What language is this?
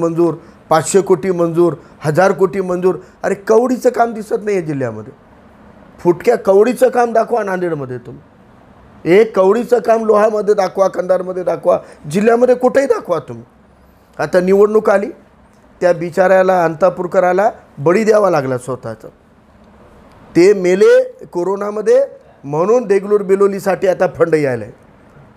Marathi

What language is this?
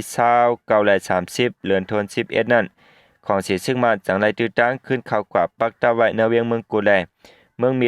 Shan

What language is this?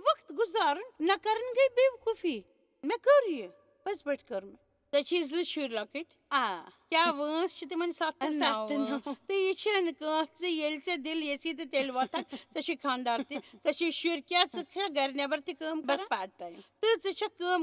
Kashmiri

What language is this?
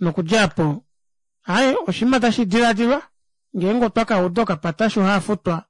Kuanyama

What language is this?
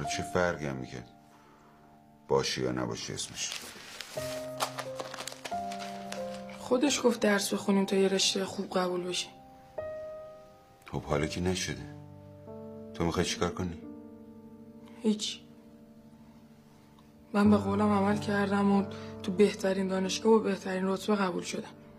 Persian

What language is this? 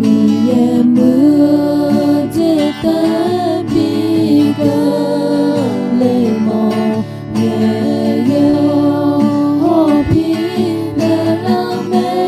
Akha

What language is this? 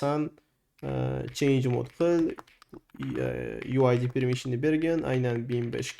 Uzbek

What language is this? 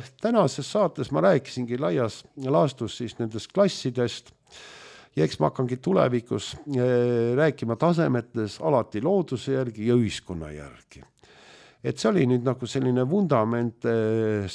Estonian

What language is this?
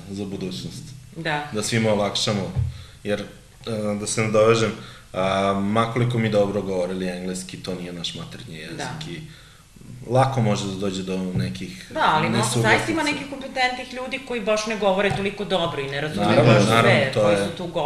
Serbian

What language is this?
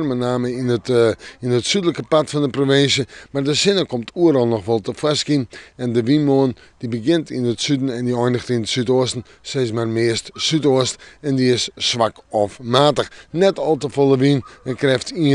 Western Frisian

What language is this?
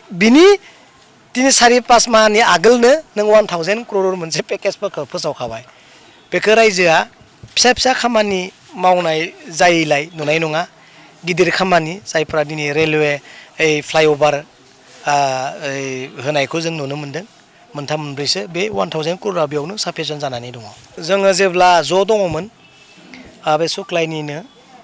Bodo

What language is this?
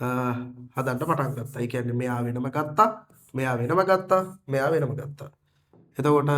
Sinhala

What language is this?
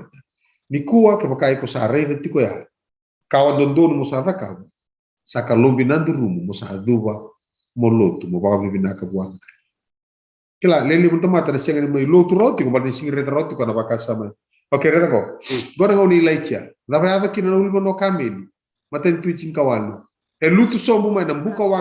Fijian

